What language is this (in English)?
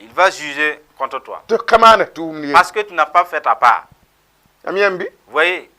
Mossi